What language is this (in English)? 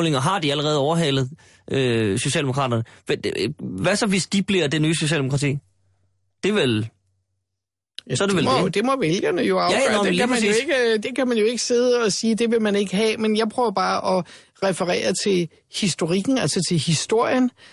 Danish